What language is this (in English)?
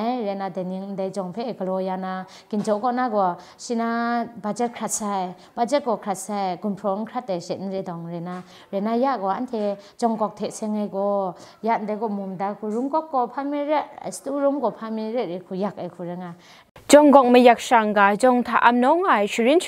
Kachin